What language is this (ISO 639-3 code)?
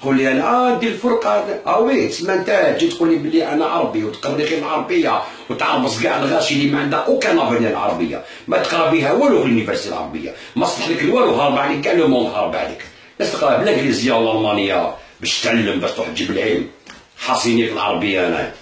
arq